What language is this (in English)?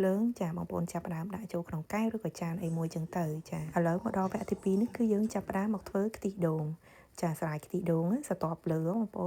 Khmer